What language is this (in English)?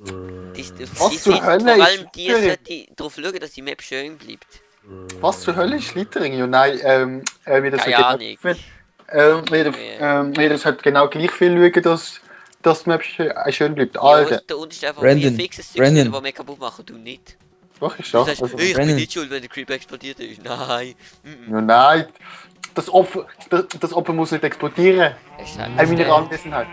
Swiss German